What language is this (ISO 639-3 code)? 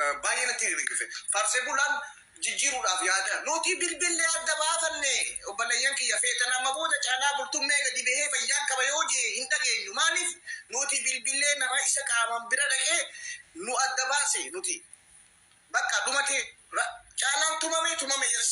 orm